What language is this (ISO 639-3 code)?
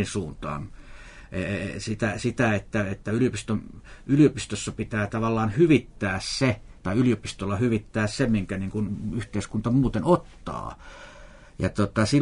fin